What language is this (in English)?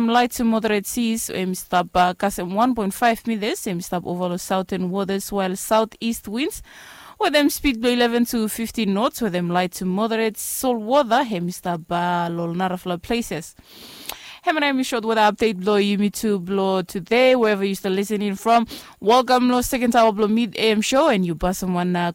Bislama